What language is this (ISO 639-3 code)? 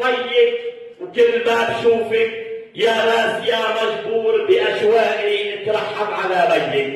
apc